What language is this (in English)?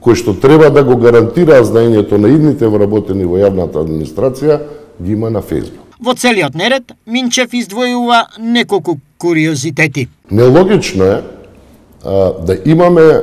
Macedonian